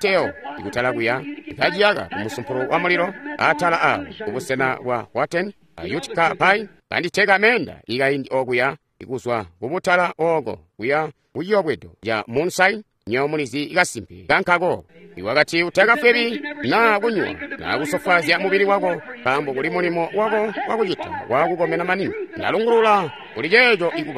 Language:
Tonga (Zambia)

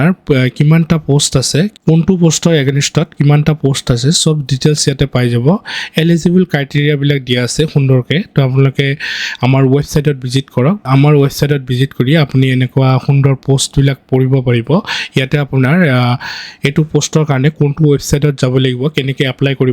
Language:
Assamese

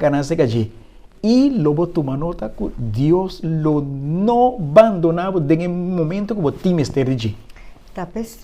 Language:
Papiamento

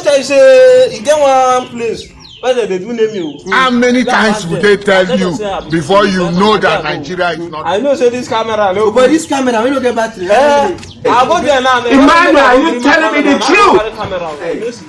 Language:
Nigerian Pidgin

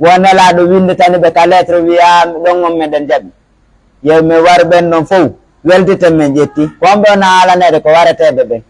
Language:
Pular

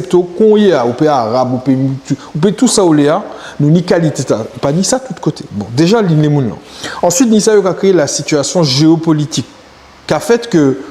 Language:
Guadeloupean Creole French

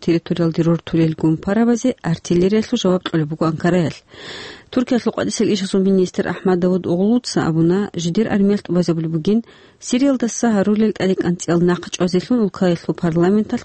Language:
Avaric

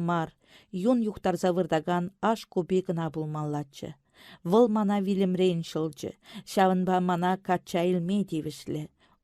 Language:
Chuvash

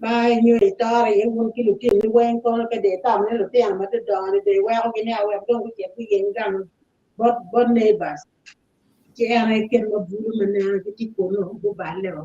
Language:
Acoli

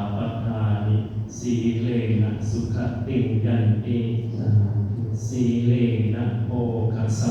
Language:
Pali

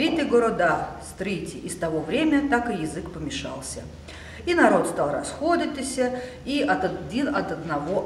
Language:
Russian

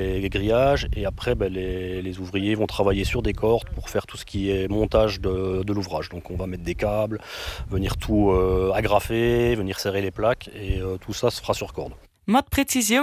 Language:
Luxembourgish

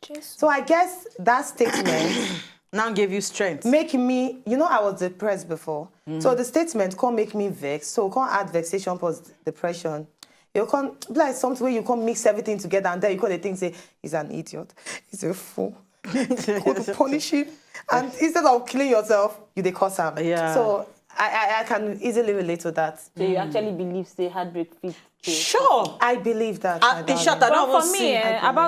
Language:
Nigerian Pidgin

